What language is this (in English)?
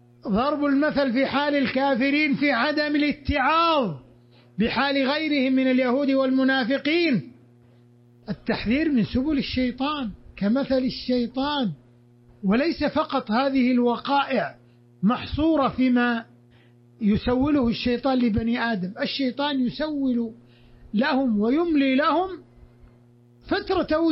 Arabic